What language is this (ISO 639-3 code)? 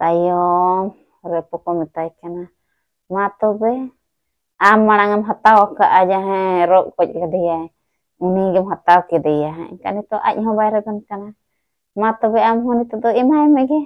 sat